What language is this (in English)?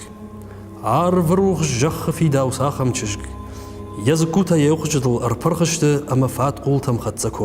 Ossetic